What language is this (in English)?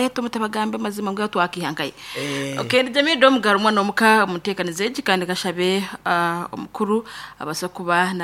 Nyankole